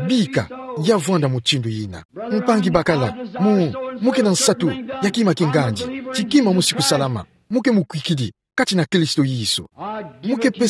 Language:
Kituba (Democratic Republic of Congo)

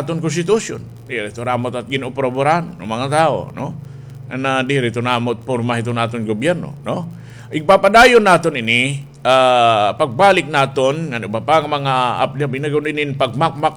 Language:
Waray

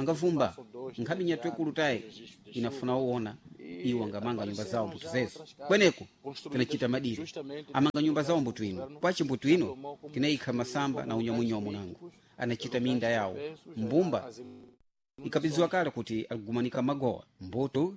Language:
Sena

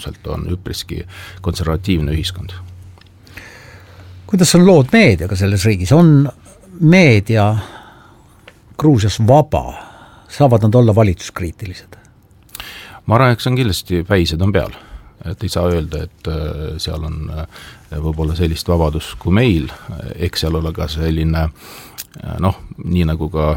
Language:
Estonian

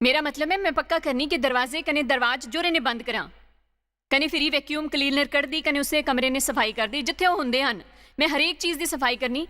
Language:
Dogri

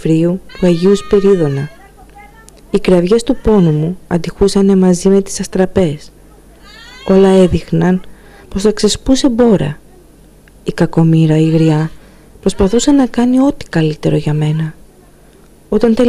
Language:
Greek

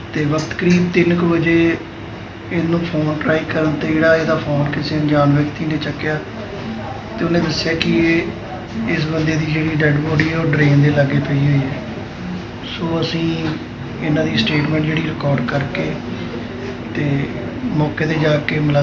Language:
Punjabi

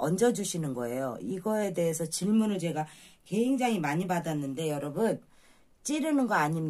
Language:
Korean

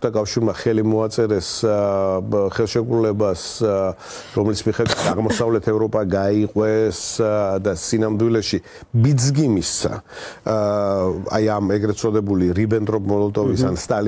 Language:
Georgian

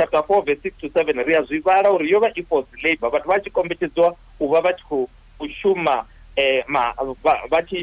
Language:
Venda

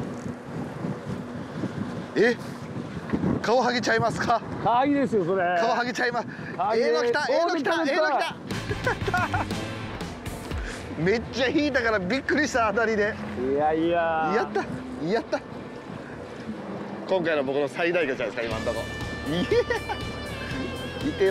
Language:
Japanese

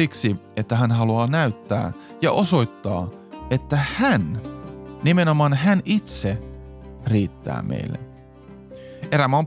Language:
Finnish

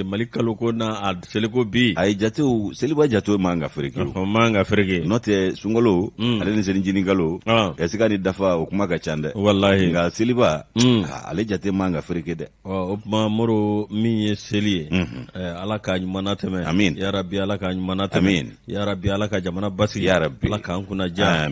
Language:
Bambara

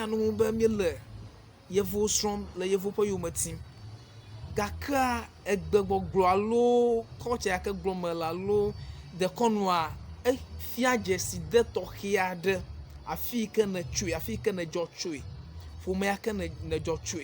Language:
Ewe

